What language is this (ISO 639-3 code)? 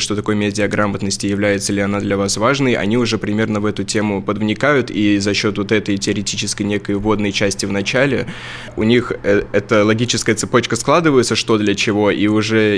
rus